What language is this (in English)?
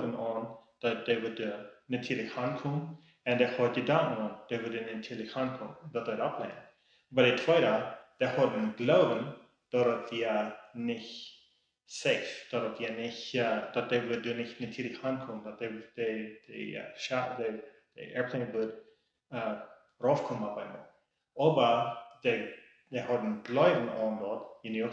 Plautdietsch